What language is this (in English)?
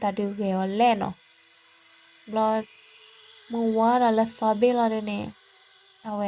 S'gaw Karen